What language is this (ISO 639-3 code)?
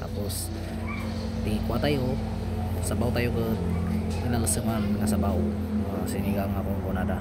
ilo